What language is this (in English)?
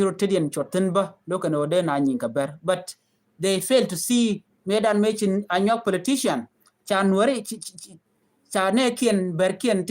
Nuer